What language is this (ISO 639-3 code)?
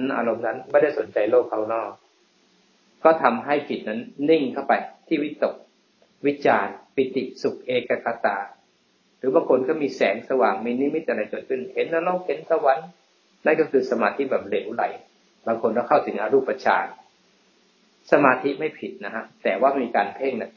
tha